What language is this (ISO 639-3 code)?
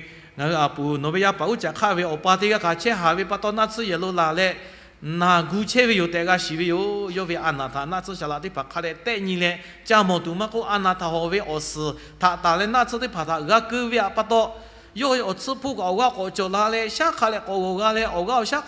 lhu